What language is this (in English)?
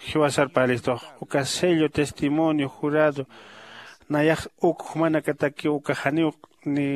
Aymara